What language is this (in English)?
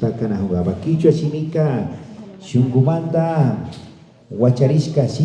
Imbabura Highland Quichua